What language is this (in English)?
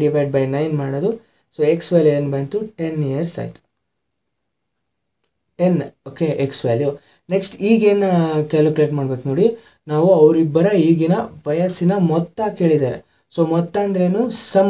Kannada